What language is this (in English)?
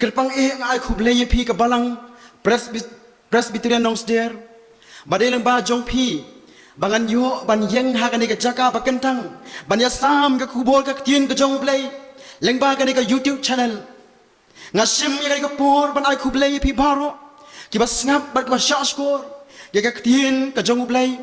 Khasi